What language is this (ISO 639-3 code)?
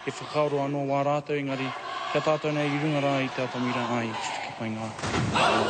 mri